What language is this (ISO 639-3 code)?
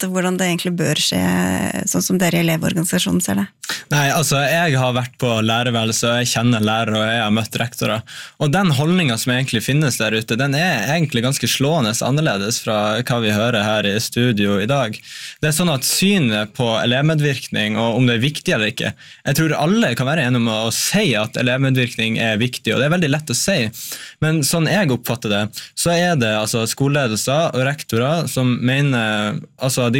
nor